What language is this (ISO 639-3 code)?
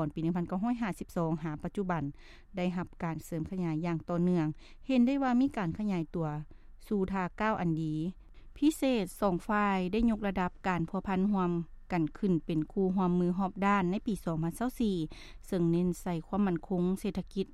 lao